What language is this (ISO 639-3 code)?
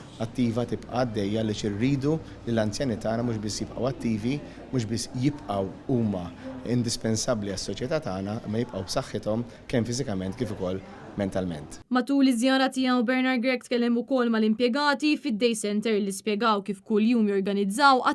mlt